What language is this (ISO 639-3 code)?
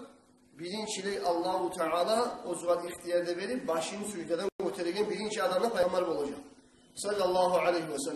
kum